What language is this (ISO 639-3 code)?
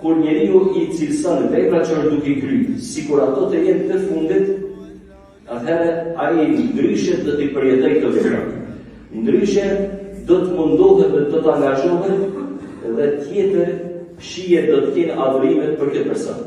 sqi